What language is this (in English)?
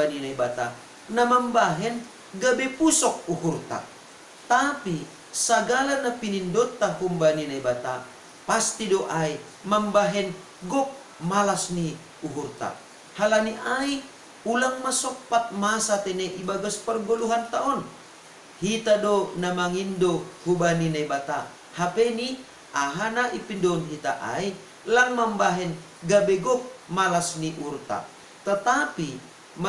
Batak Simalungun